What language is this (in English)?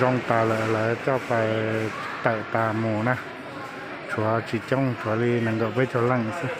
Hmong